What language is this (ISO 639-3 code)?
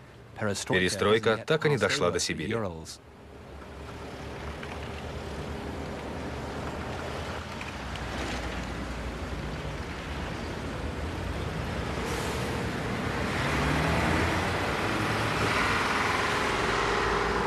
rus